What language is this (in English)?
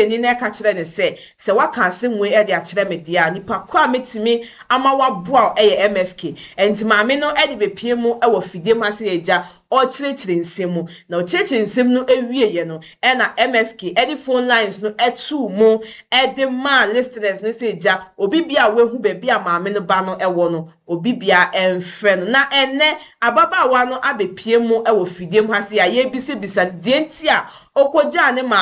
Akan